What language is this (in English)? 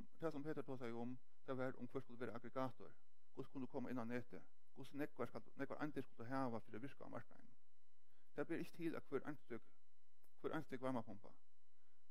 Faroese